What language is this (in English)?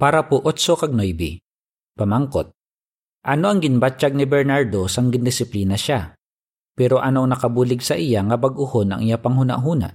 Hiligaynon